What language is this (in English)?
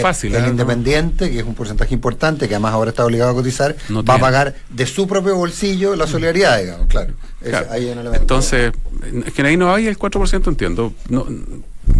Spanish